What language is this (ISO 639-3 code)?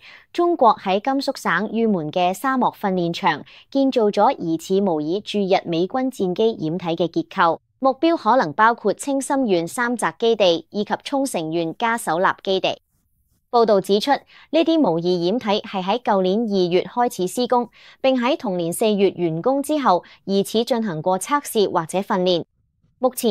yue